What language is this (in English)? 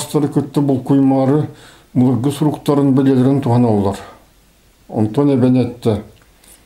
Yakut